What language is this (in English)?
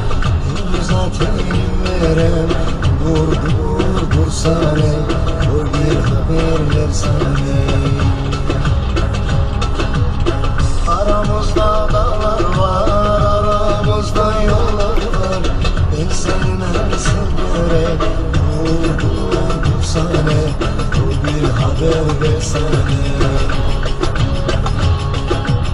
Turkish